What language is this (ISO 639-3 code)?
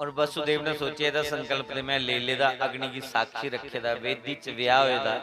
doi